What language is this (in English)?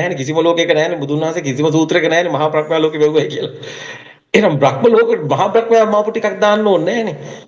Sinhala